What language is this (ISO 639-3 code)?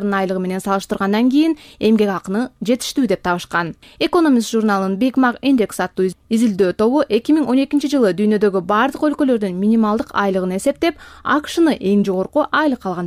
kir